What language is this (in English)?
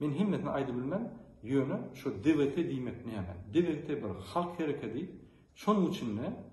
Turkmen